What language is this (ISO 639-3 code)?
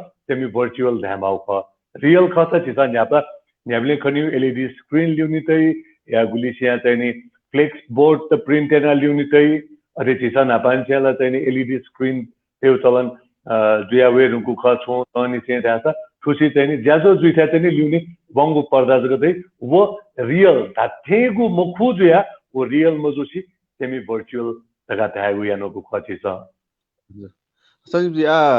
new